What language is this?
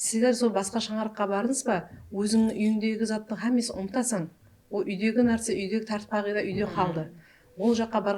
Kara-Kalpak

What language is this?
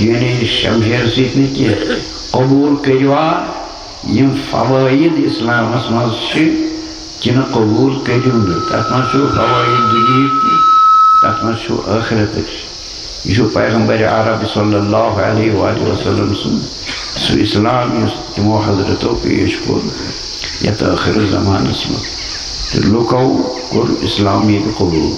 Kashmiri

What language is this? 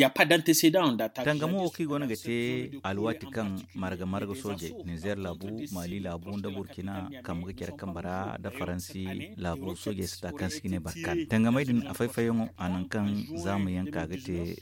Zarma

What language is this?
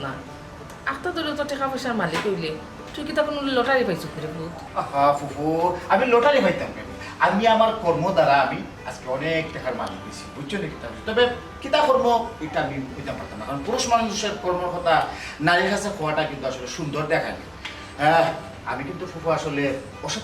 Sylheti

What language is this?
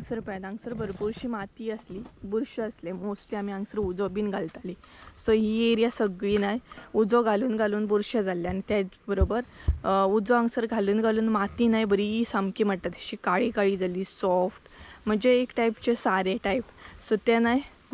Konkani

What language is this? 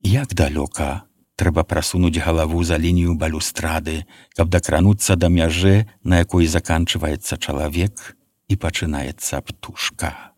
Belarusian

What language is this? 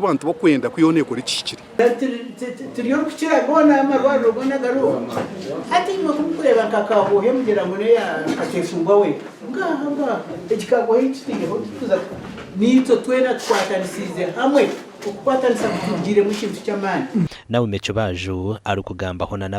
Nyankole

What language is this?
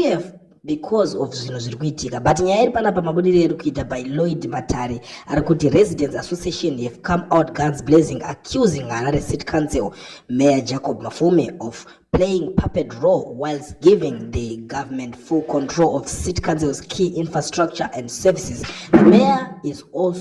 Shona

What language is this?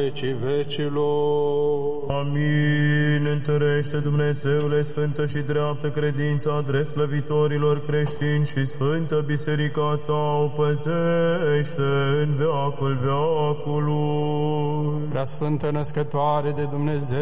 Romanian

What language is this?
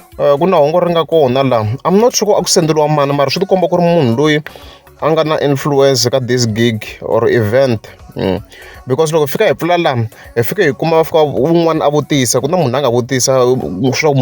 Tsonga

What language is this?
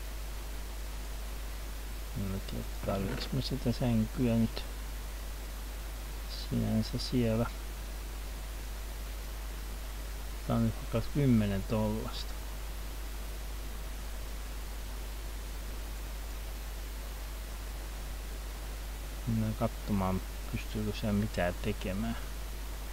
Finnish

